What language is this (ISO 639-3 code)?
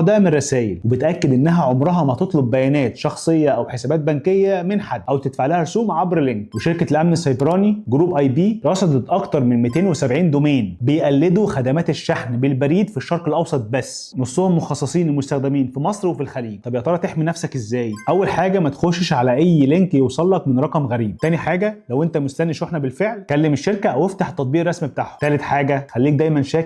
arz